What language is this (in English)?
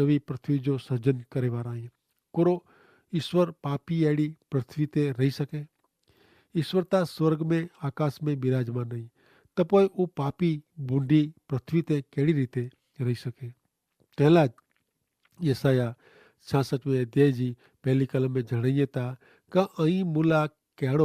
Kachhi